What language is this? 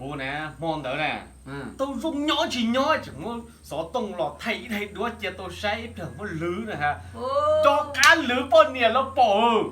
Hmong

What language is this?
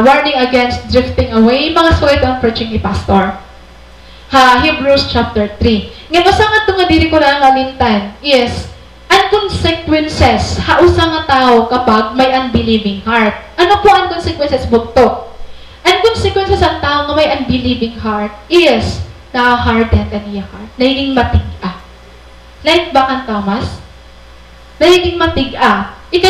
Waray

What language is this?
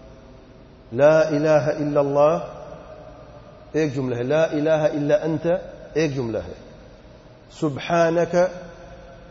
Urdu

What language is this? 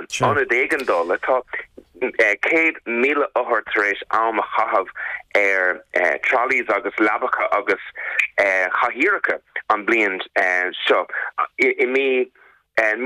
Irish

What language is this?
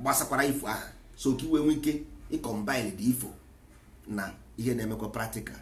Igbo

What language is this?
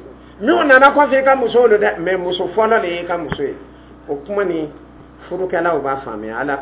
Dyula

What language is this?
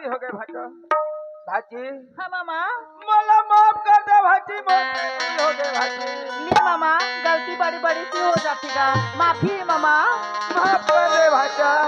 Chhattisgarhi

